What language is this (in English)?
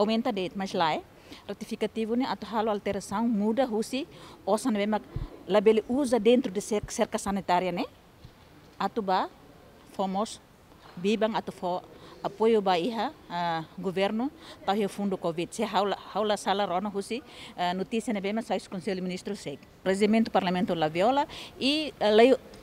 Tetum